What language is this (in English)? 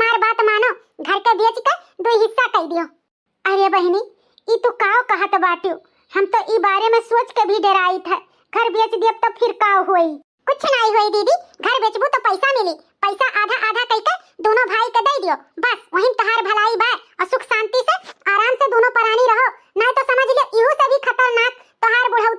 Awadhi